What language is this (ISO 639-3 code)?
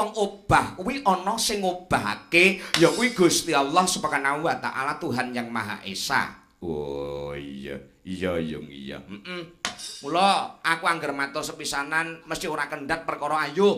jav